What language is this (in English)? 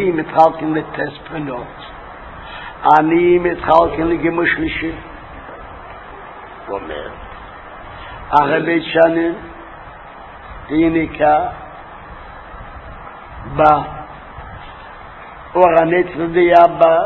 Hebrew